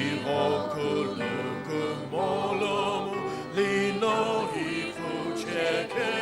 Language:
Sumi Naga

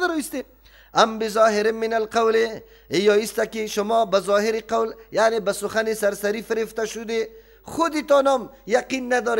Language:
Persian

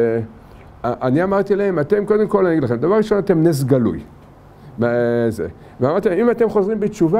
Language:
Hebrew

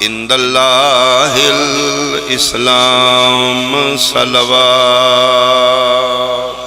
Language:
Pahari-Potwari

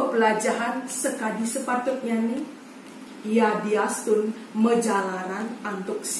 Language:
Balinese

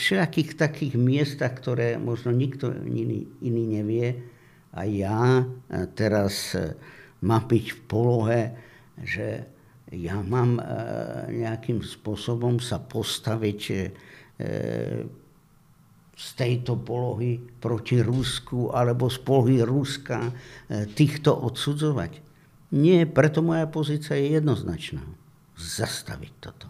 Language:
Slovak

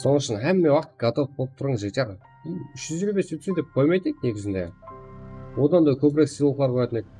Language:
Kara-Kalpak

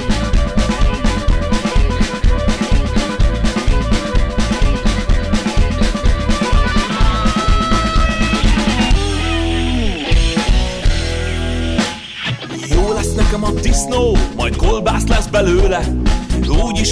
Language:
Hungarian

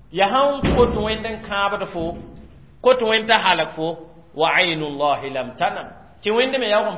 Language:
Mossi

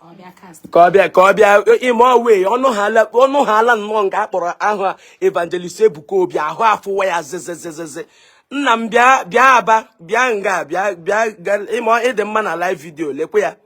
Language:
Igbo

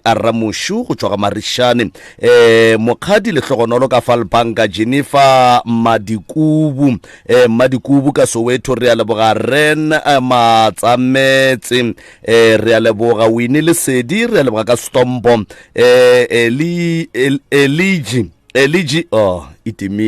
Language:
Northern Sotho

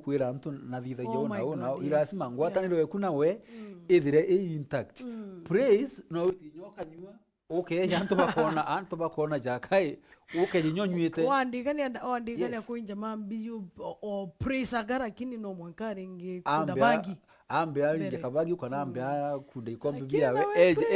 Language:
Meru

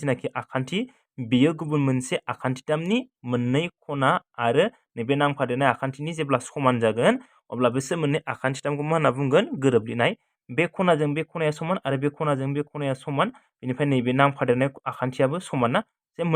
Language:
Bodo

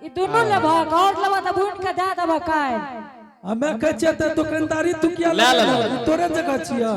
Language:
Angika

